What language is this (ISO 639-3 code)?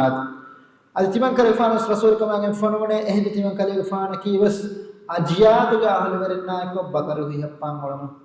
div